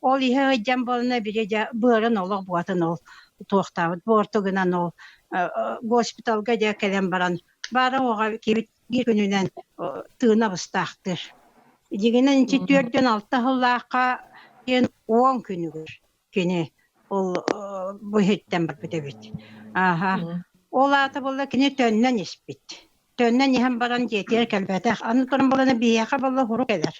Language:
Yakut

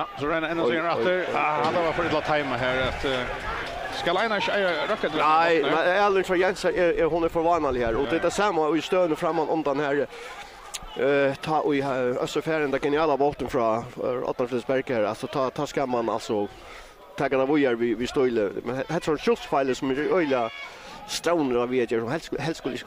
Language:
Faroese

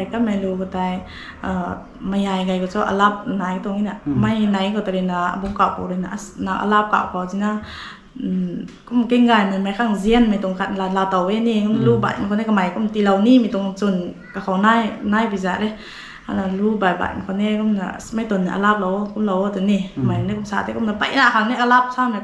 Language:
Rongmei Naga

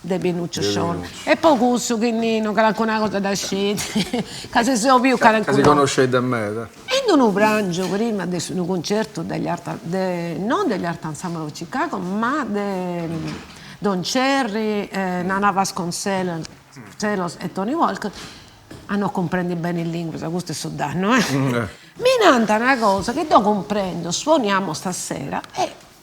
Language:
Sardinian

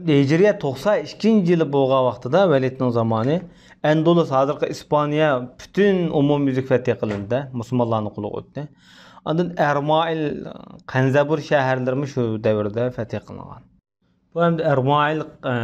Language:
Uyghur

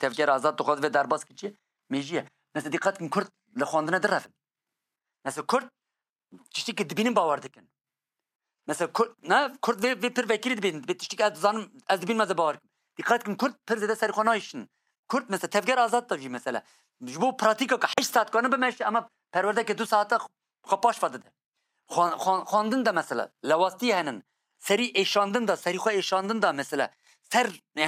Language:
Kurdish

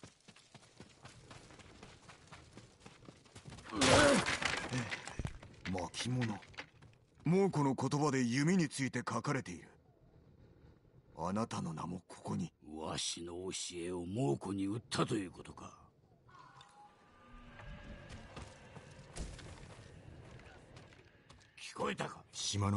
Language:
Japanese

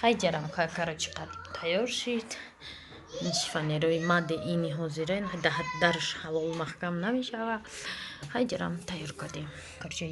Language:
Tajik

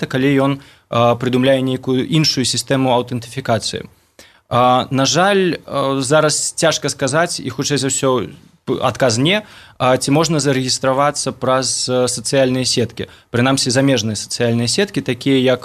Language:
Belarusian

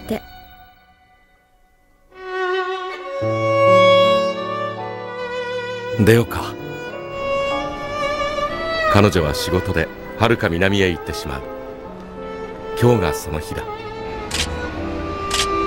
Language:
Japanese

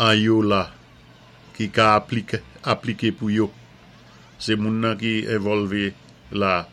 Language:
Saint Lucian Creole French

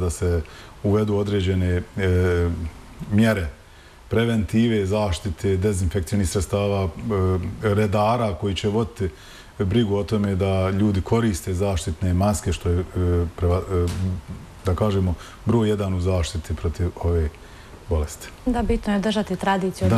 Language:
Bosnian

